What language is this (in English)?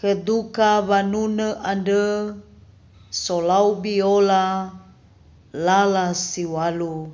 Nias